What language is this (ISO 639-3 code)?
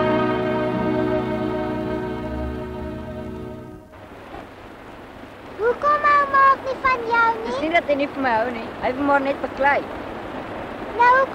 afr